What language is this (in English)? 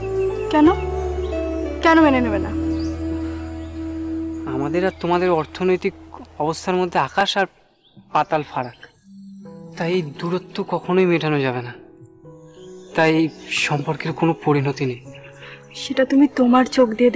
Bangla